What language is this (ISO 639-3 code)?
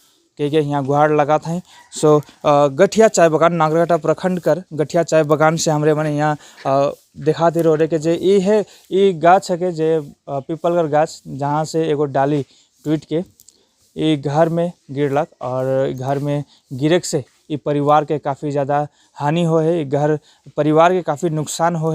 sck